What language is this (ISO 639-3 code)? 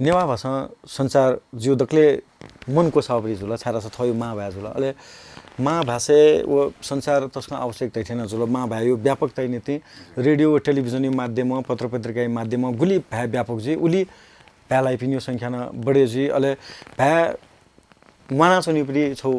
new